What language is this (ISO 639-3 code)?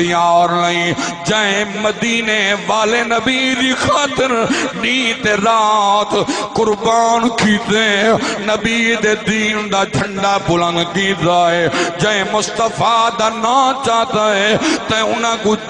skr